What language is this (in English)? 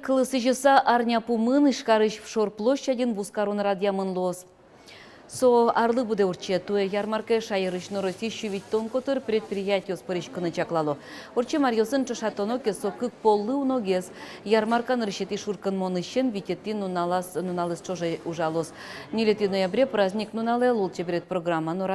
Udmurt